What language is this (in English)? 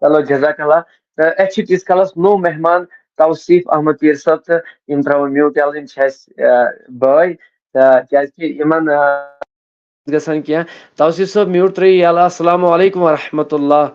Kashmiri